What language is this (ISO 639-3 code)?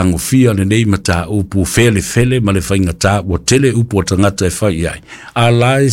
smo